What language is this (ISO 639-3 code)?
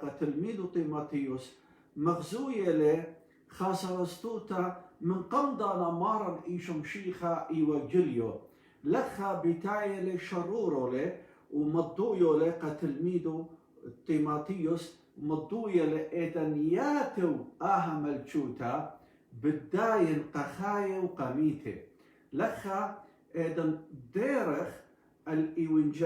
aii